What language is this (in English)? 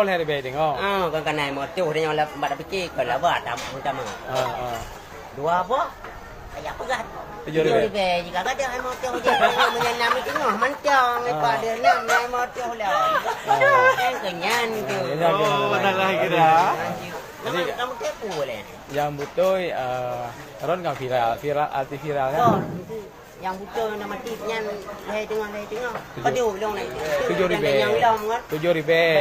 Achinese